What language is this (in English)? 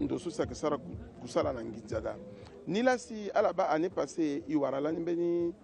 Sango